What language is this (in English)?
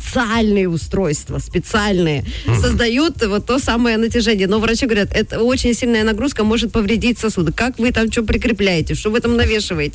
Russian